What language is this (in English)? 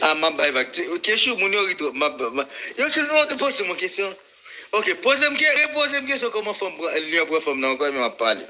Haitian Creole